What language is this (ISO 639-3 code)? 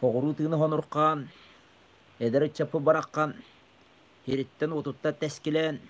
sah